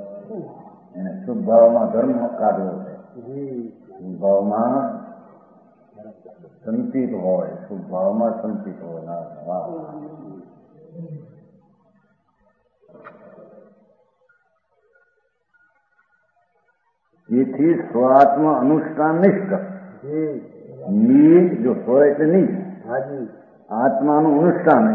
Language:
Gujarati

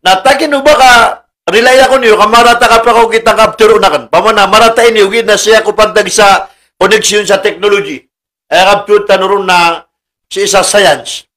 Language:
Maranao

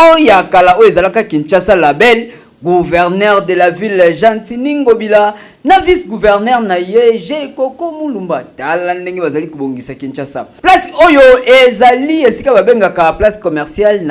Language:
Lingala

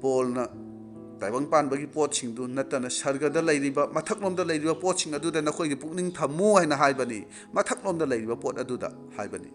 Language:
Manipuri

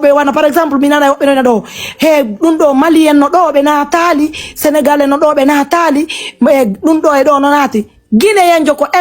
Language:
Fula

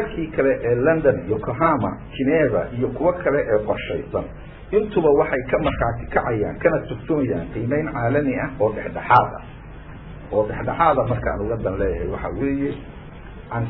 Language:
Somali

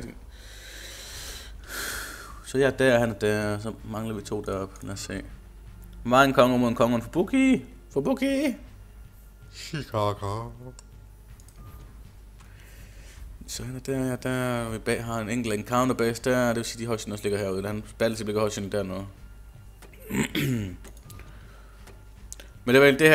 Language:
Danish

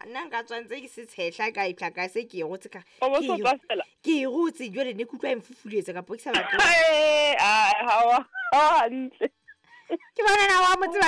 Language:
Southern Sotho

